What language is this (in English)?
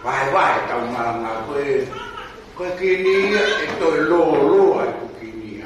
Tongan